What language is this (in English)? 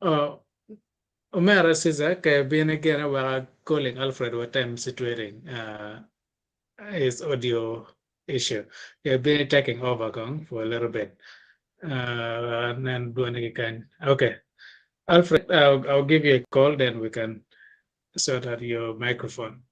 Acoli